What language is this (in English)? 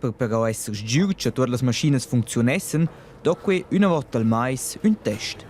Romansh